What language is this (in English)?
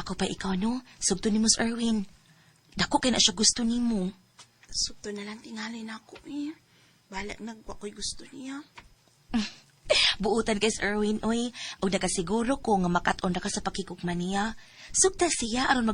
Cebuano